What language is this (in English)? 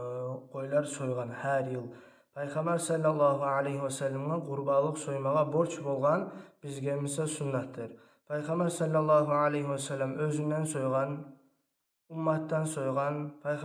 Kumyk